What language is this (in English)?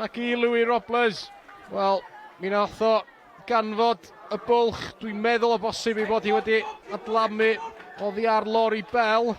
Welsh